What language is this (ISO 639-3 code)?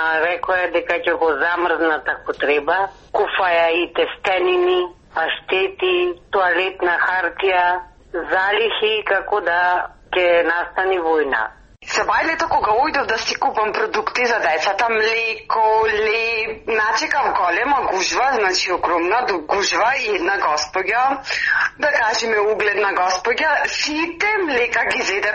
mkd